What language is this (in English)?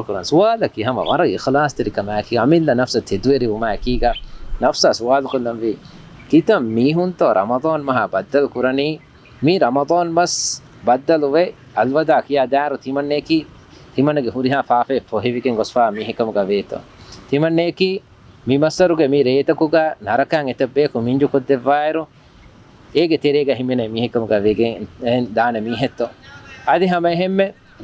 Divehi